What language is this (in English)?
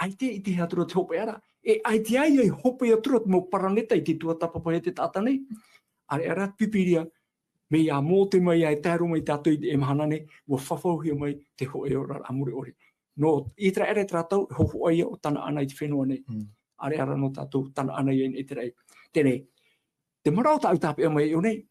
Tahitian